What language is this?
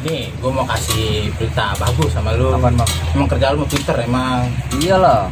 Betawi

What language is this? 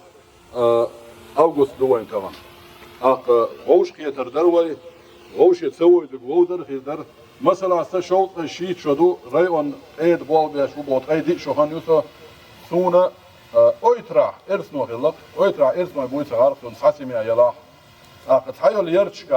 Chechen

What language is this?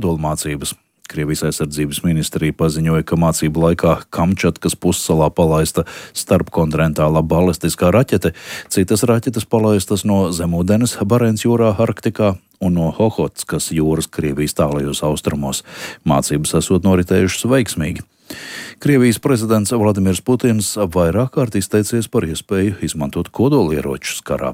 Latvian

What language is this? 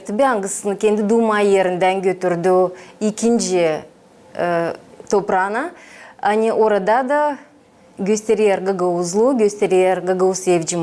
Gagauz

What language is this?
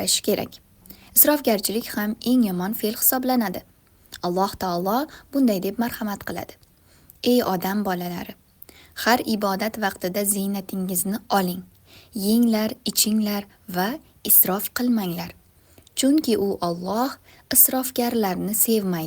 Uzbek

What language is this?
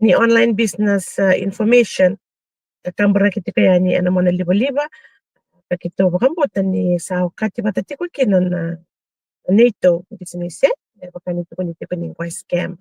Fijian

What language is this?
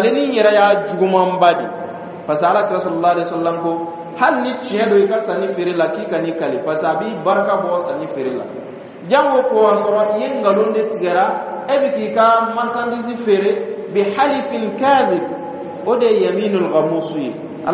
Dyula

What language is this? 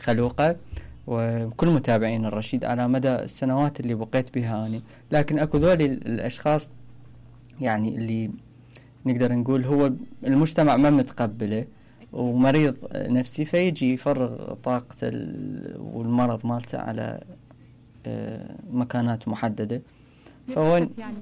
Mesopotamian Arabic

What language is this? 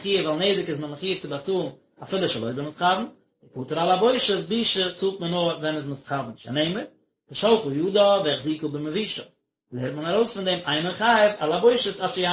Yiddish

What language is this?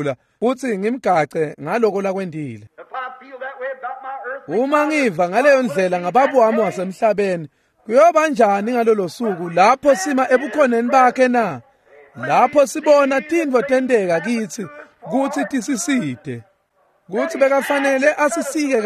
Swati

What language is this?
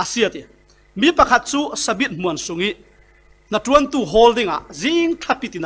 Falam Chin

